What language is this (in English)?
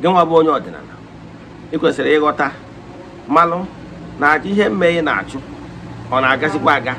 Igbo